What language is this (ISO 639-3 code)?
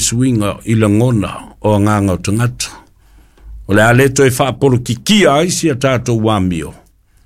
smo